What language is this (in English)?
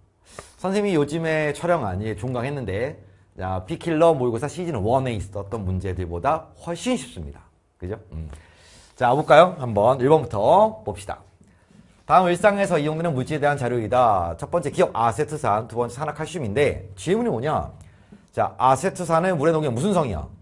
Korean